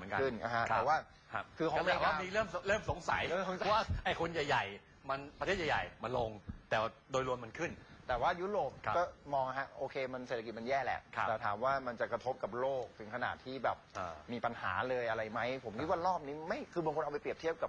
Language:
Thai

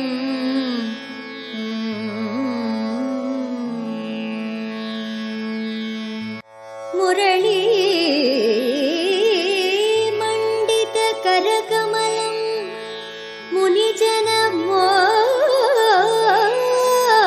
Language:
Tamil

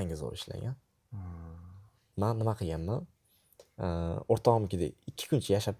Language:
Uzbek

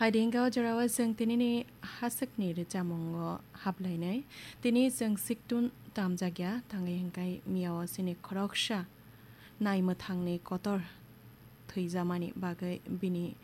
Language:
Kok Borok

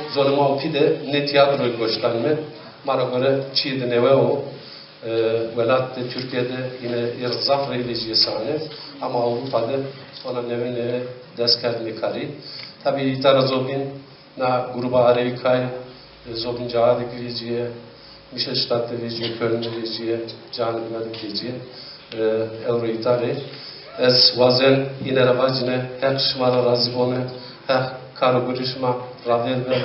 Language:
Zaza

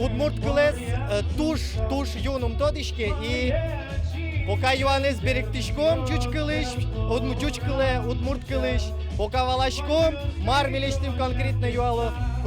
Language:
Udmurt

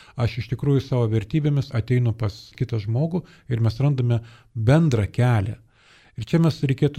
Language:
Lithuanian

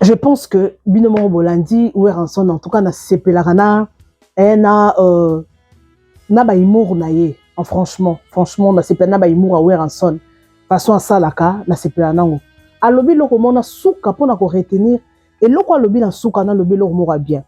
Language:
Lingala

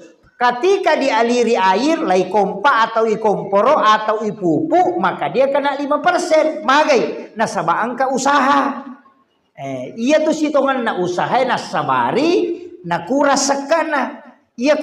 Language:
Buginese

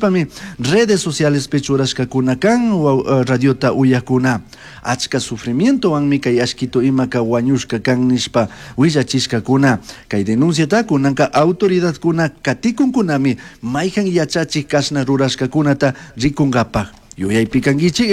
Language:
Chimborazo Highland Quichua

